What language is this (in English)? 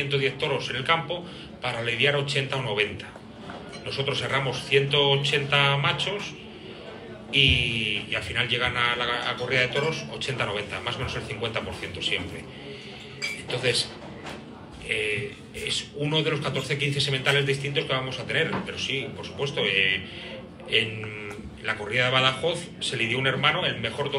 Spanish